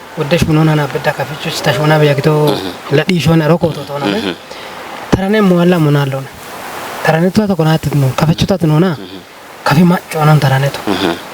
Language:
Kafa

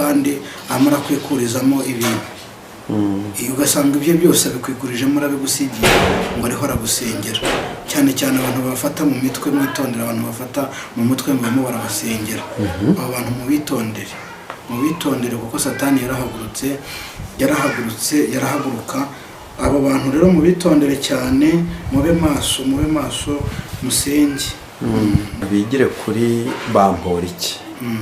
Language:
Kinyarwanda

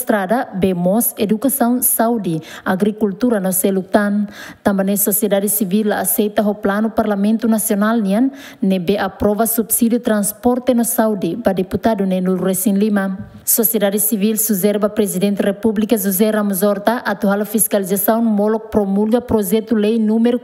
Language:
Tetum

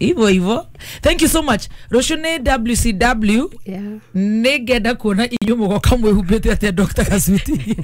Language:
Kikuyu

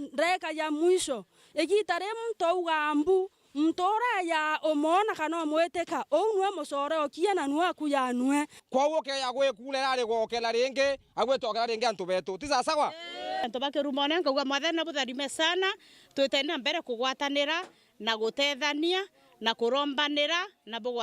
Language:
Meru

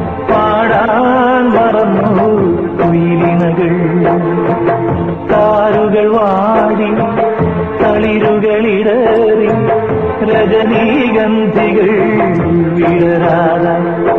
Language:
Malayalam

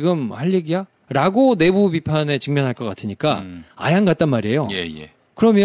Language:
Korean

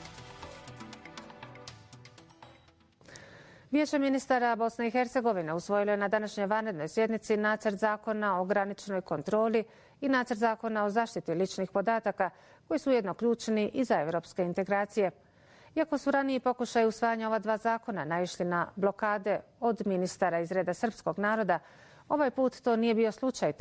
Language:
Bosnian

